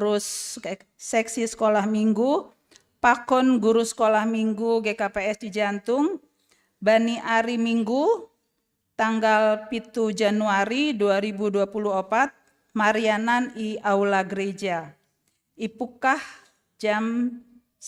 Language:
Batak Simalungun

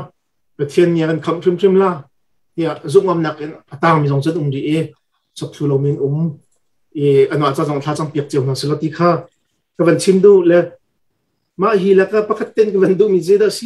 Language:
Hakha Chin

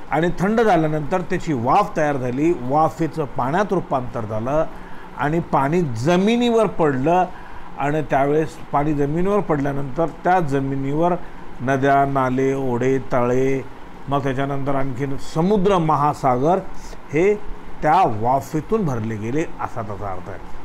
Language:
Marathi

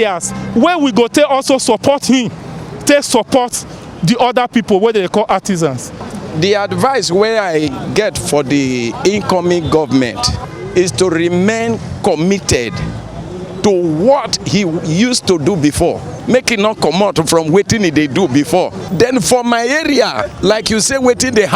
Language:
Nigerian Pidgin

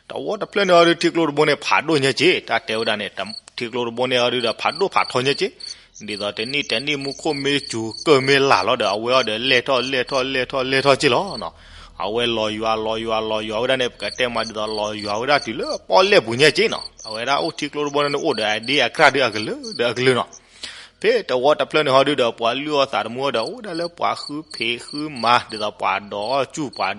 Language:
S'gaw Karen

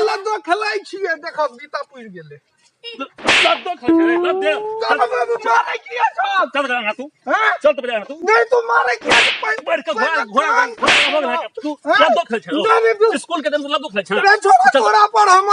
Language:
Maithili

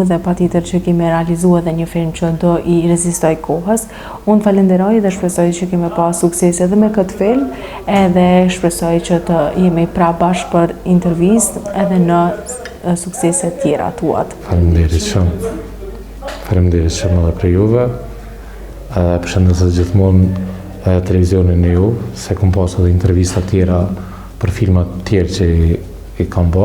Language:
Albanian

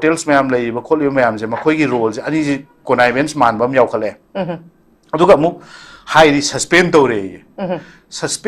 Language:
Manipuri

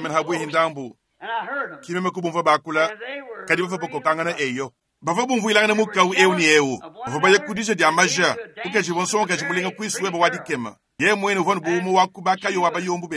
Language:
Luba-Lulua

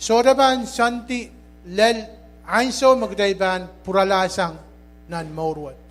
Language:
Pohnpeian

